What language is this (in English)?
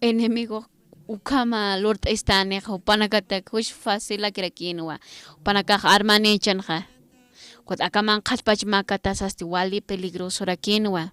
Aymara